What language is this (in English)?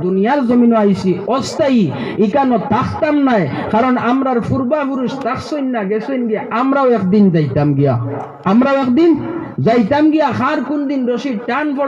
Sylheti